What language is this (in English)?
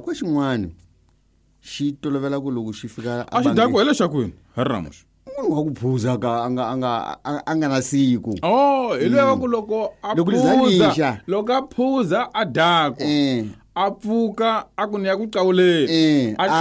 Tsonga